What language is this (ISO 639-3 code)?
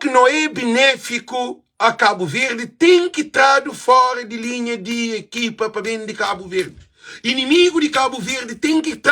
kea